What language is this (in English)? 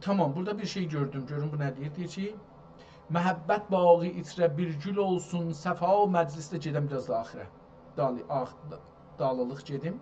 South Azerbaijani